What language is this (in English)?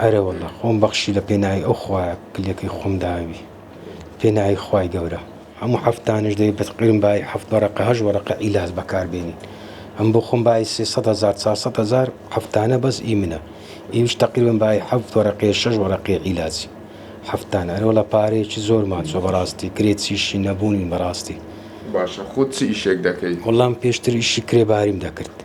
Central Kurdish